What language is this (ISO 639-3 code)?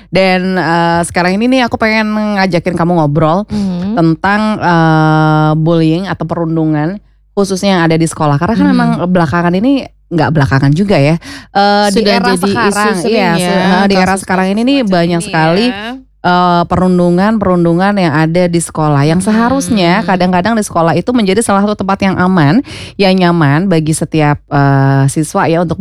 ind